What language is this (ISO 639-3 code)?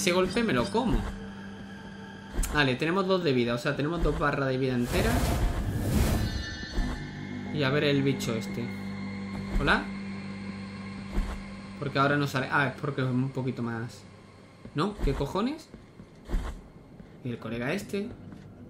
spa